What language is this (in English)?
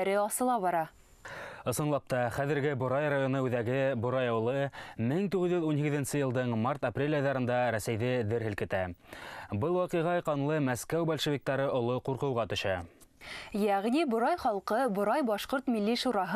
Bashkir